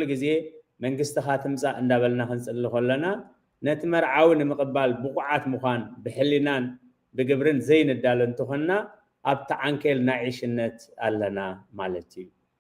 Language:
Tigrinya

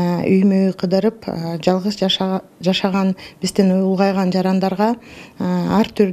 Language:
Kyrgyz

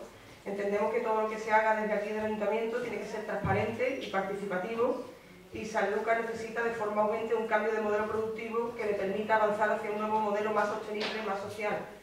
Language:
Spanish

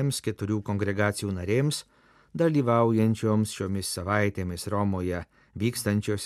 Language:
Lithuanian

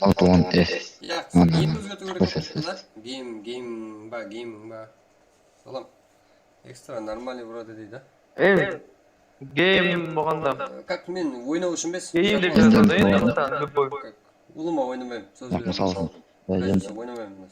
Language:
Kara-Kalpak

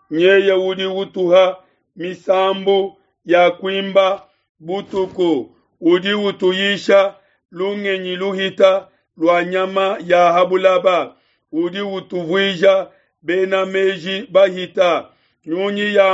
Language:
Luba-Lulua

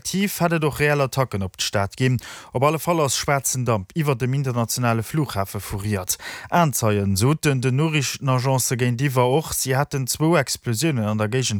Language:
Luxembourgish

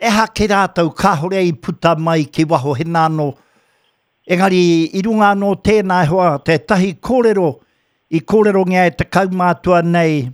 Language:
Māori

